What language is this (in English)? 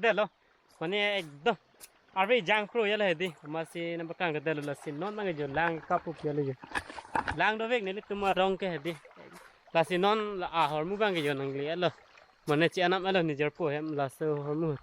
Karbi